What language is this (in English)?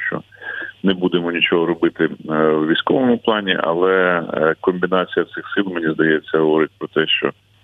Ukrainian